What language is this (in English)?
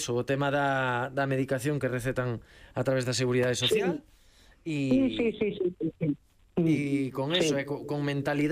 Galician